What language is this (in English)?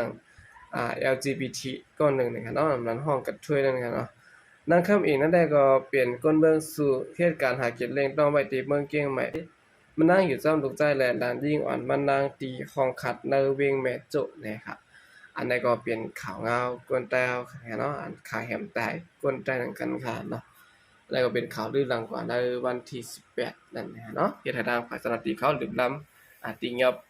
Shan